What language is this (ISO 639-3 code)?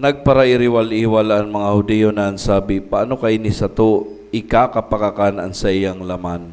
bik